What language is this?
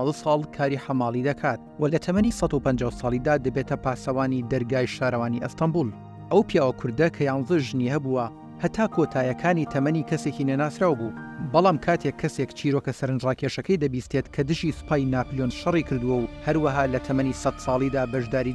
Central Kurdish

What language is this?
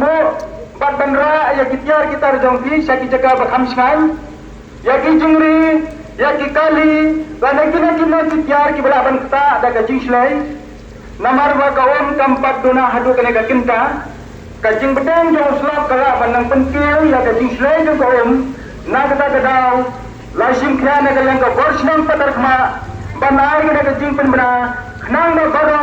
Khasi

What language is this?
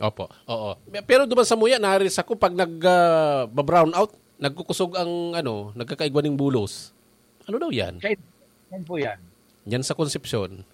Bikol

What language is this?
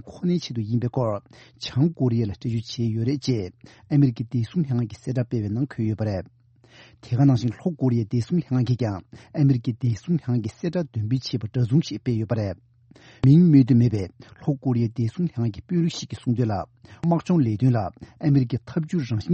Tibetan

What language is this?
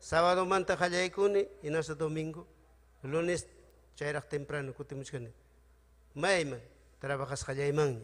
Ayacucho Quechua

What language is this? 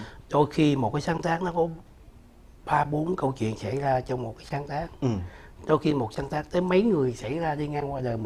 Vietnamese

